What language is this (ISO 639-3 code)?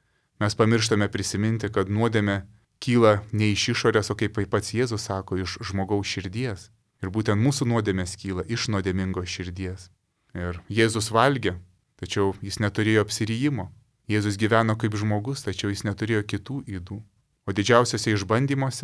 lit